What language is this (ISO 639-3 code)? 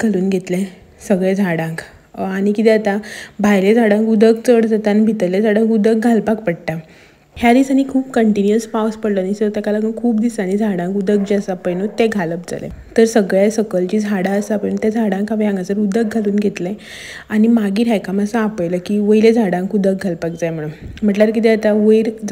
kok